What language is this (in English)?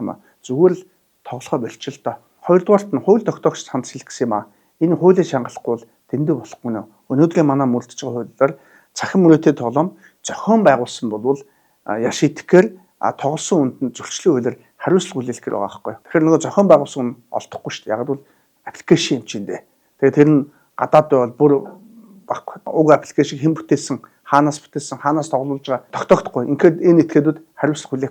Mongolian